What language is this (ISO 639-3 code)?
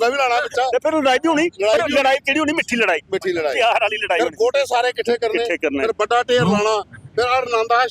doi